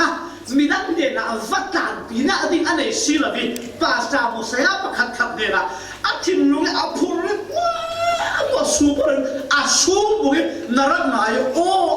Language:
Falam Chin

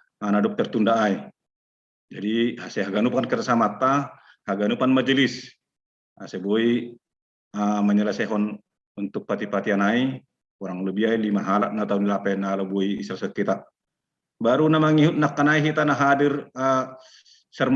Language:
Batak Simalungun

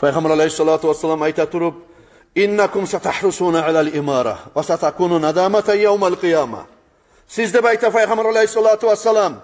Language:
Kumyk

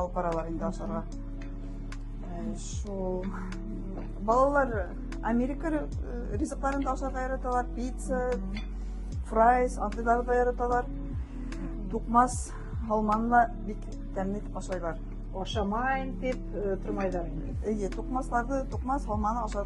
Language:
Bashkir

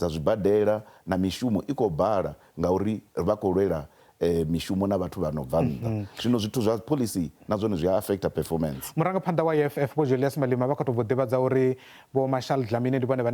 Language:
Venda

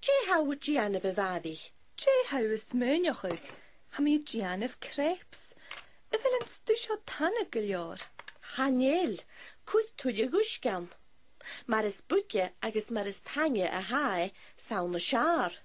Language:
Scottish Gaelic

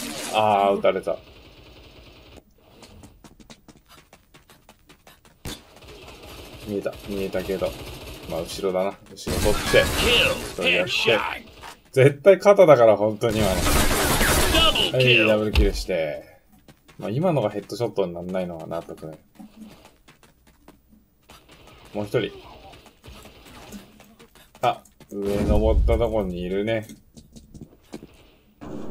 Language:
Japanese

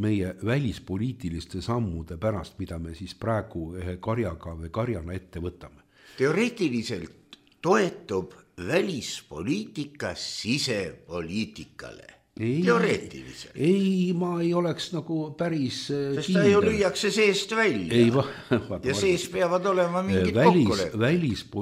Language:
Estonian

